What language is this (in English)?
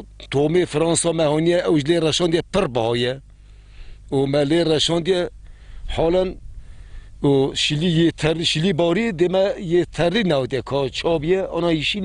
Kurdish